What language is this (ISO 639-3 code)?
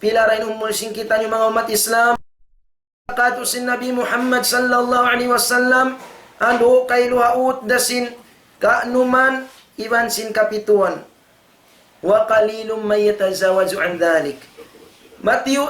tsg